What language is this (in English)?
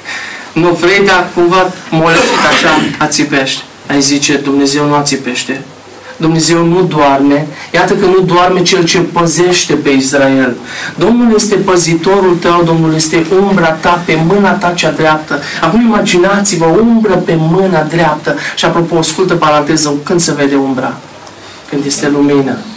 Romanian